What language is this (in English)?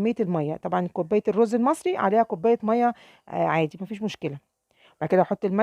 Egyptian Arabic